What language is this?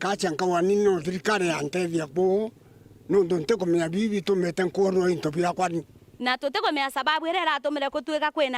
Meru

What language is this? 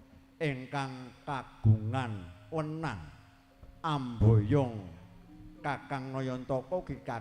Javanese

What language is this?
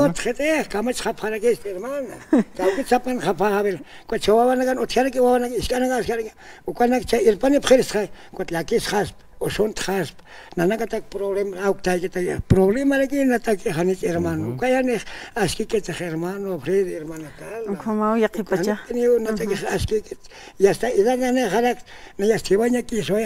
Aymara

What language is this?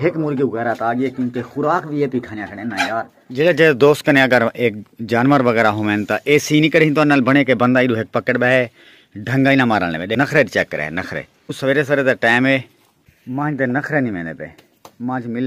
Saraiki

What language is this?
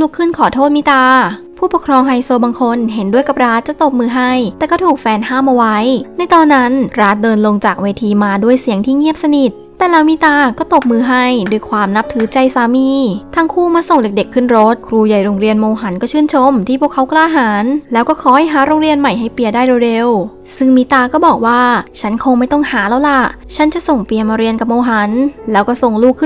Thai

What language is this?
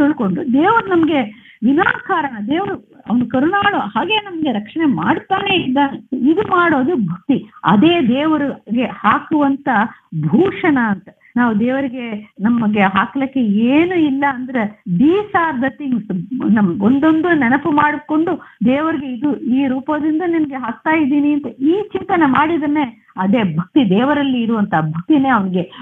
Kannada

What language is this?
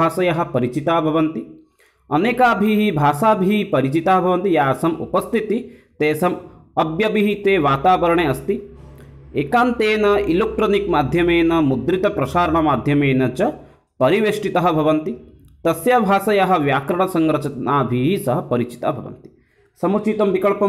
Sanskrit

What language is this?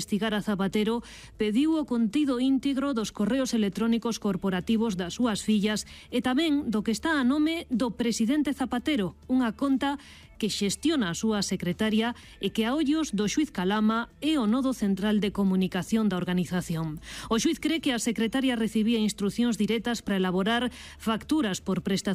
Galician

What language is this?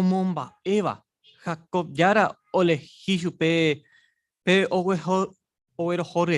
Guarani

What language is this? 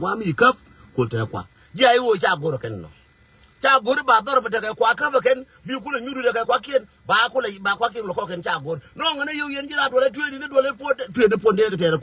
Nuer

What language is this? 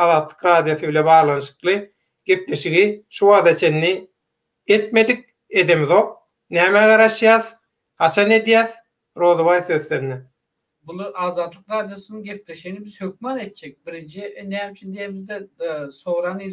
Turkmen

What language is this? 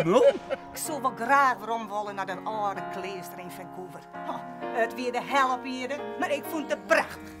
Western Frisian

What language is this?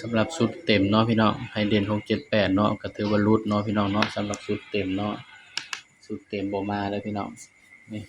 Northeastern Thai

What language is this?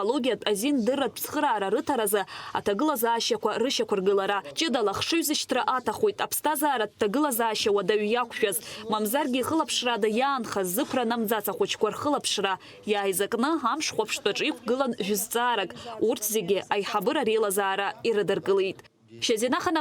Abkhazian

